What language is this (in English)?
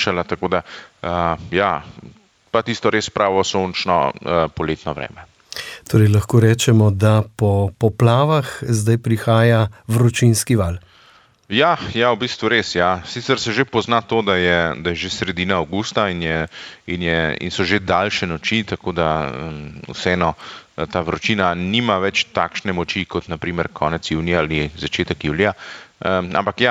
Slovenian